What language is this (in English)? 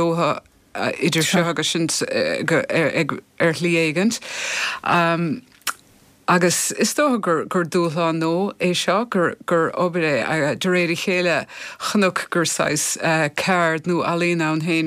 Irish